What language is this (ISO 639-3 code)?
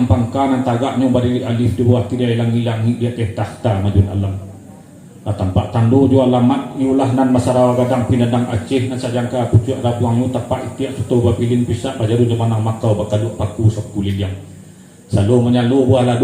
min